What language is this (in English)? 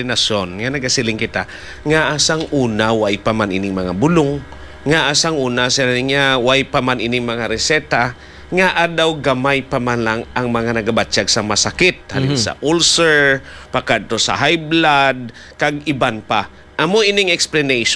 Hiligaynon